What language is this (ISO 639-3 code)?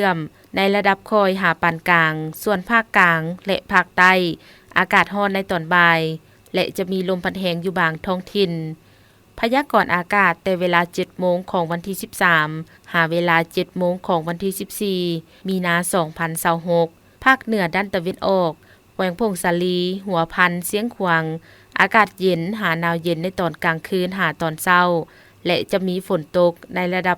lao